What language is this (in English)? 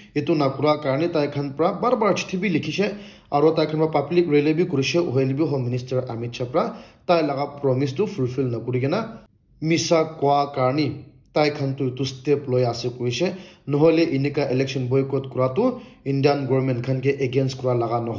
Naga Pidgin